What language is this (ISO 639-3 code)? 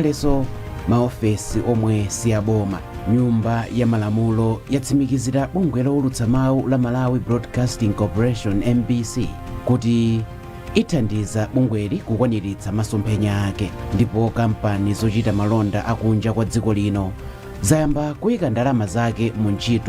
nya